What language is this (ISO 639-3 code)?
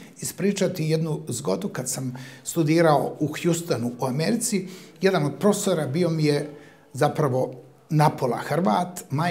hrv